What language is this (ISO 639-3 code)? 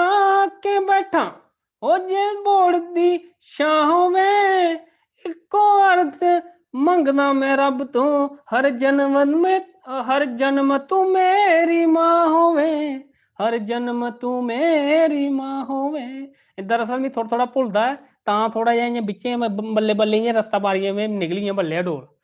doi